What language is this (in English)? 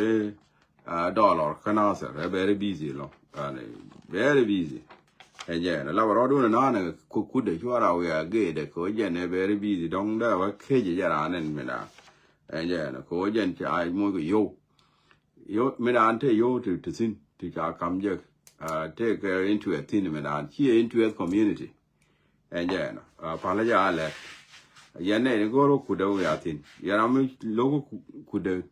Nuer